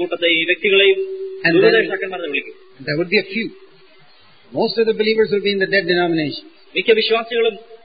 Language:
Malayalam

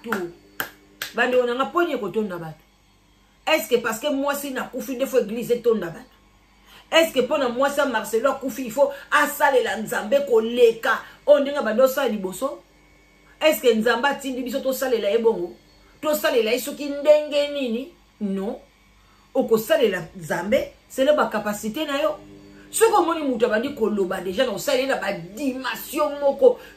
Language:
Lingala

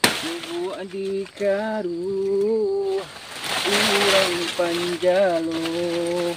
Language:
Minangkabau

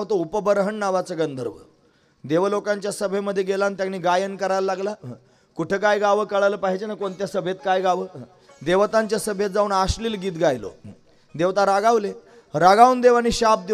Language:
Marathi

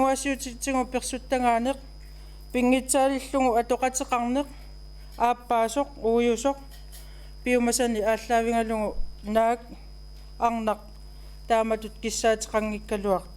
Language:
Kalaallisut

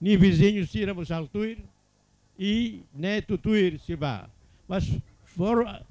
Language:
Tetum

